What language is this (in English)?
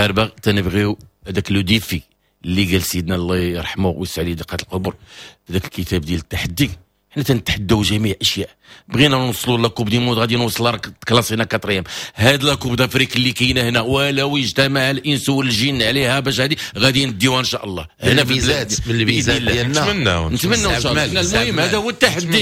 Moroccan Arabic